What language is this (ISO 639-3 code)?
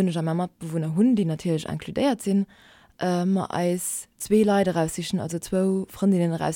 ltz